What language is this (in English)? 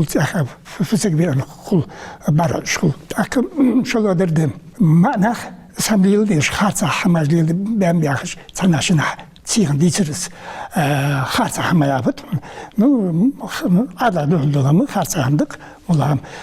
Ingush